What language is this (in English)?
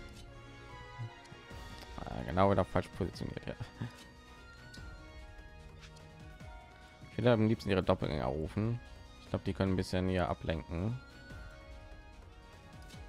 German